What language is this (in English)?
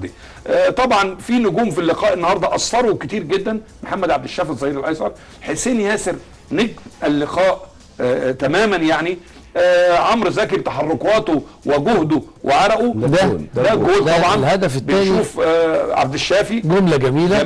Egyptian Arabic